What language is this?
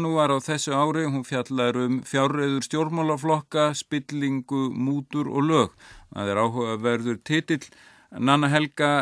Icelandic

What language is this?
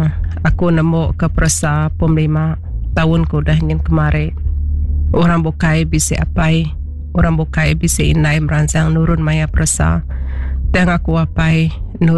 Iban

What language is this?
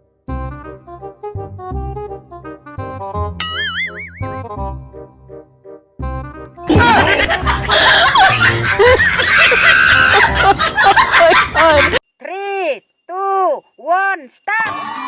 Khasi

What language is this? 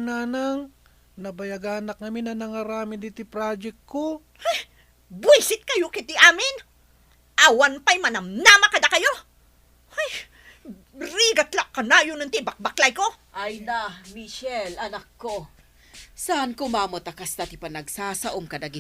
Iloko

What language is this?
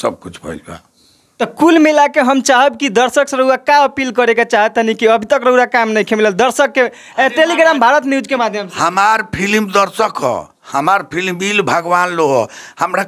Bhojpuri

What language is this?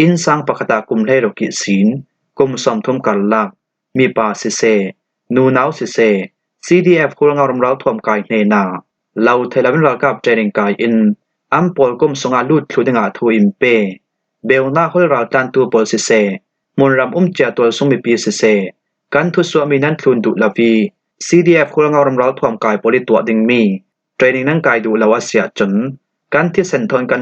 Falam Chin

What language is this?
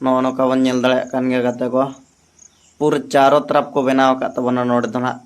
Santali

